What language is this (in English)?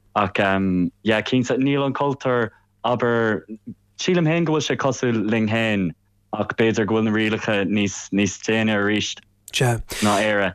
Irish